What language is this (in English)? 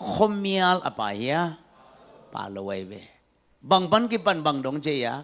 Tedim Chin